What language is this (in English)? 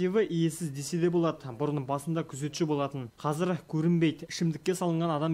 Kazakh